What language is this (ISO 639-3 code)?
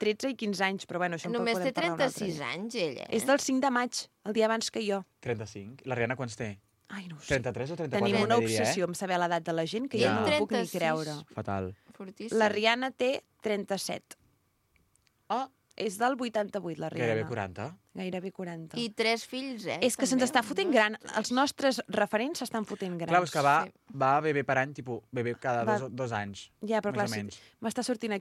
cat